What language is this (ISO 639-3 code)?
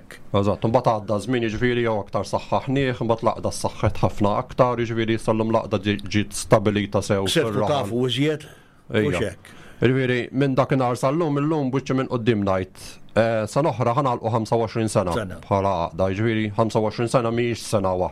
mlt